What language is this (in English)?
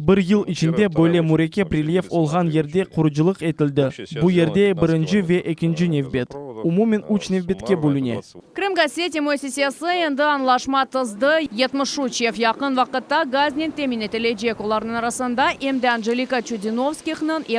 Crimean Tatar